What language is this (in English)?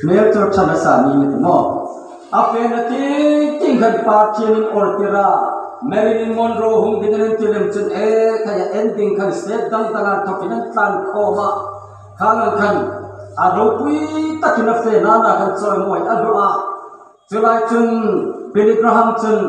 Hmar